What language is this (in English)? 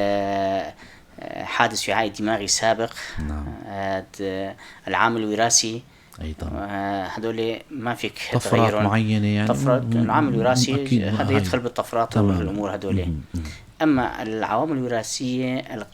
North Levantine Arabic